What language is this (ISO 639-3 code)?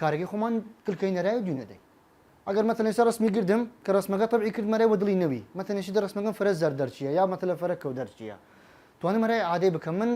sdh